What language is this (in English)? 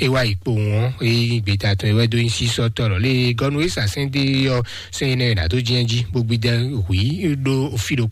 Fon